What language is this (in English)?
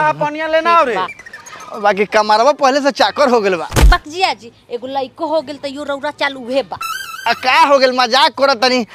Magahi